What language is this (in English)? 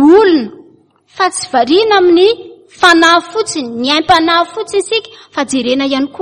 Malagasy